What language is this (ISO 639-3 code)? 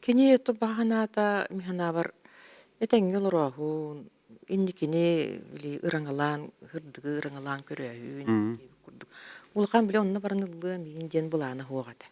sah